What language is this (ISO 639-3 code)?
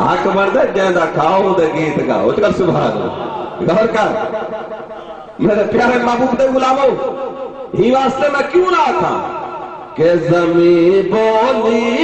skr